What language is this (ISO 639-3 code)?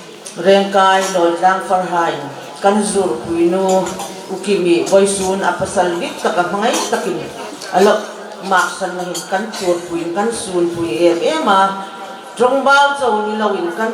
hmr